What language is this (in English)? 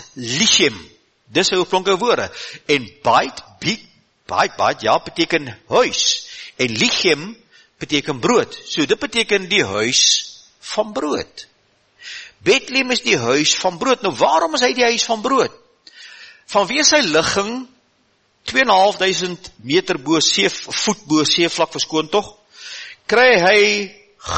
Afrikaans